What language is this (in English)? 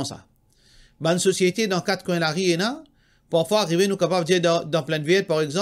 Morisyen